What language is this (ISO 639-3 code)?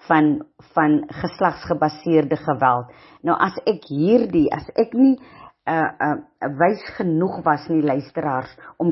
afr